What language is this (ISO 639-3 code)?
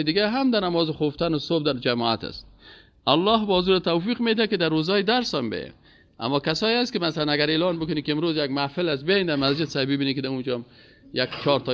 fas